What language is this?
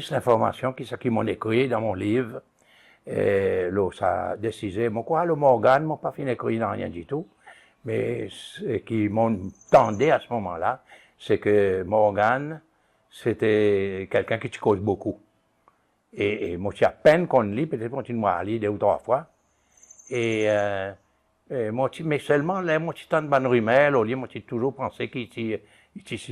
Seselwa Creole French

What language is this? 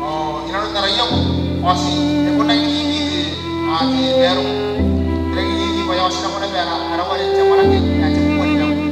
Gilbertese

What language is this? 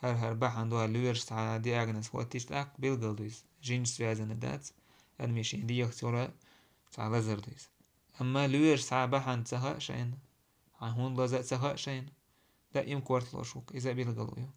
Chechen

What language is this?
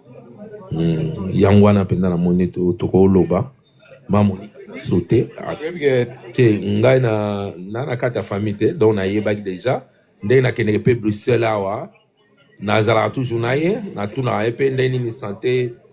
Lingala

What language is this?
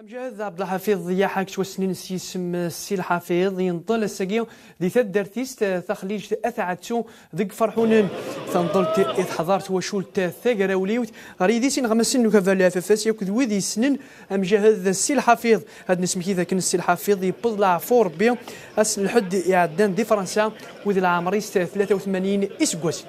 Kabyle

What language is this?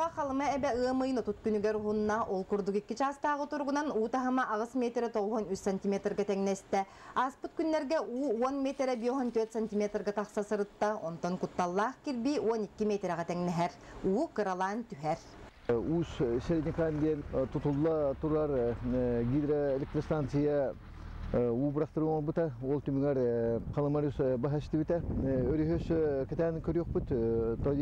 Yakut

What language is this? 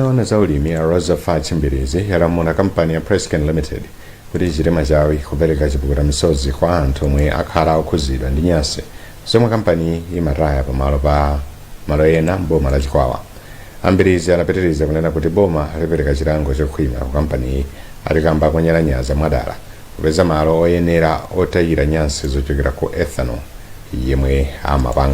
Nyanja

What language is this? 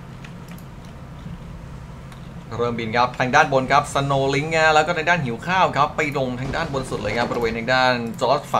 Thai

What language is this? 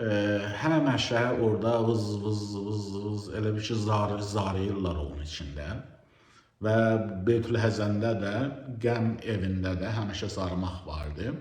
Azerbaijani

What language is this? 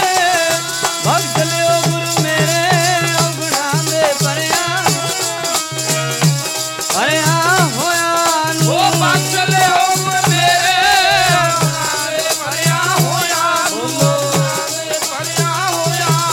Punjabi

